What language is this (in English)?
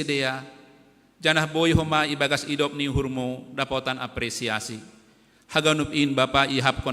Batak Simalungun